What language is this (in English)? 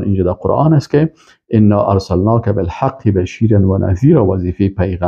Persian